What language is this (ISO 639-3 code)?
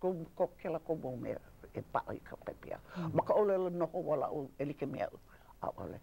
haw